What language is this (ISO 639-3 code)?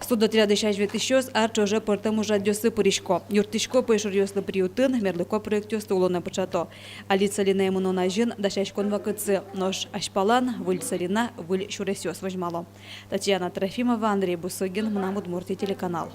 udm